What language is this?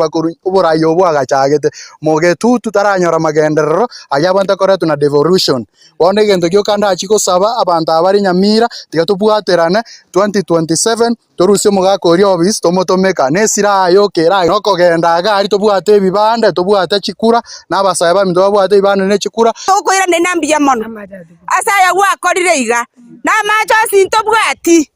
Gusii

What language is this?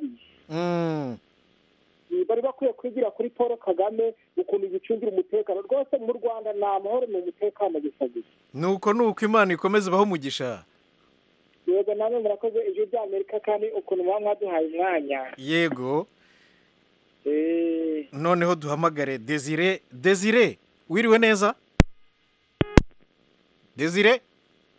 Kinyarwanda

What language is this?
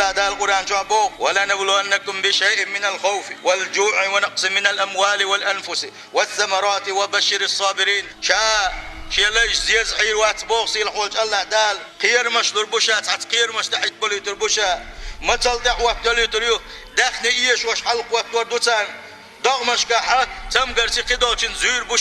Chechen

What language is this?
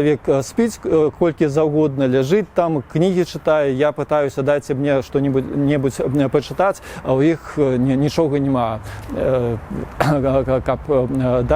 Belarusian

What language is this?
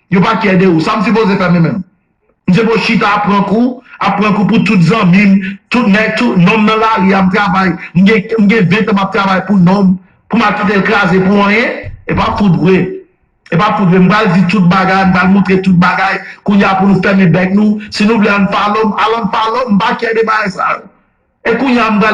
Haitian Creole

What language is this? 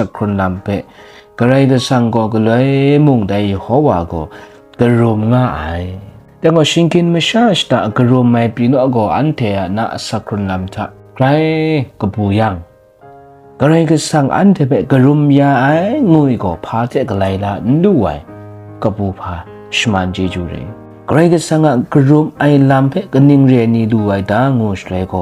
Kachin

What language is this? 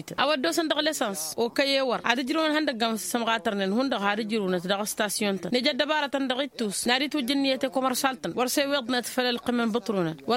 Tamasheq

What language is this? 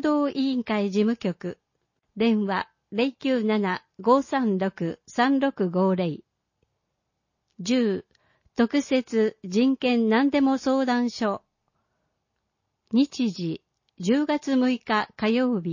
Japanese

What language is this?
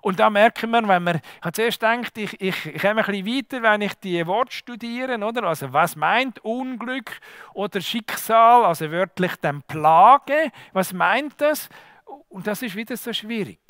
Swiss German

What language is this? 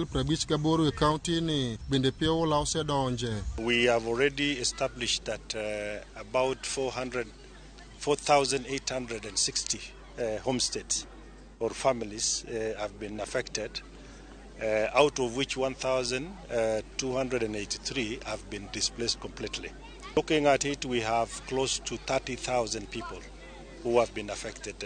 Luo (Kenya and Tanzania)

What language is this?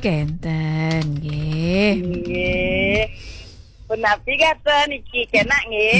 Balinese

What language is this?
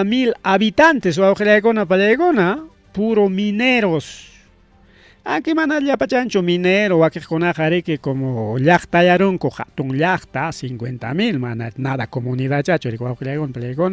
Ayacucho Quechua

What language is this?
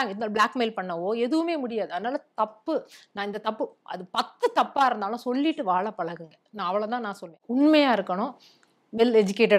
Tamil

